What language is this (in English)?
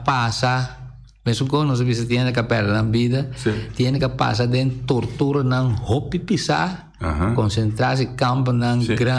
Papiamento